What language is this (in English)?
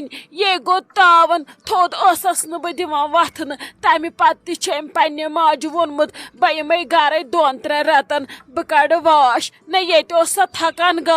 Kashmiri